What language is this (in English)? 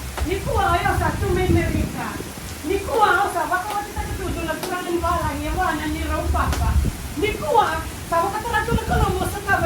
Fijian